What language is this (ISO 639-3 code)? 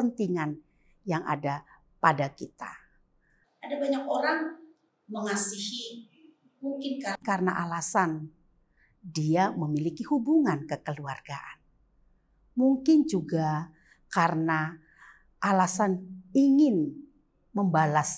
ind